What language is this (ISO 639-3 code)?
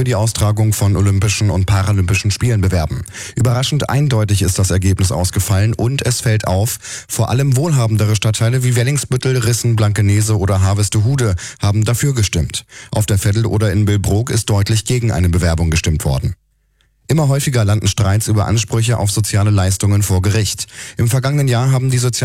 deu